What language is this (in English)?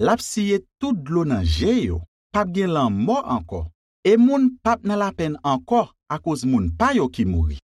Haitian Creole